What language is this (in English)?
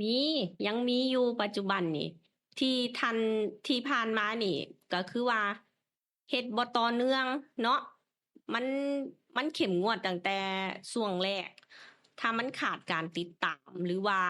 Lao